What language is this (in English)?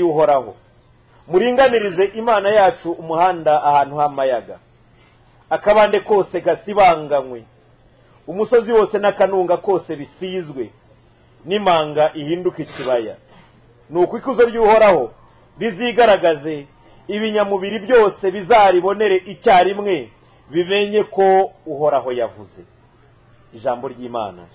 Kinyarwanda